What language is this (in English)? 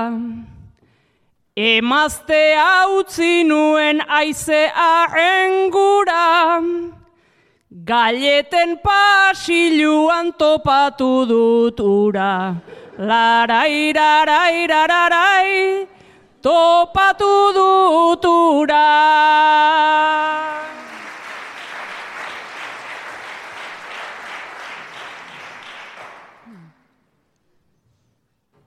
Basque